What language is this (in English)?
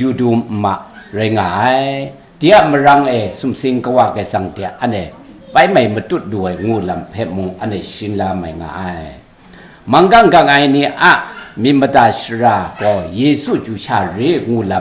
Kachin